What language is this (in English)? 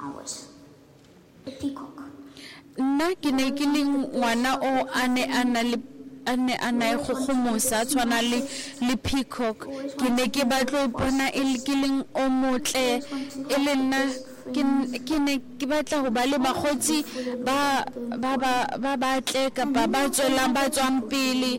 Tswana